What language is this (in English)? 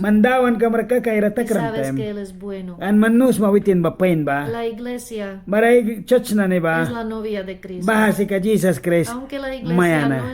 Mískito